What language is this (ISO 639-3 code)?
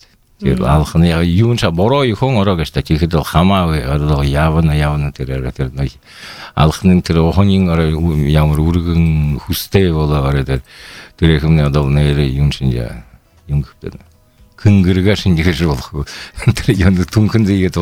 bua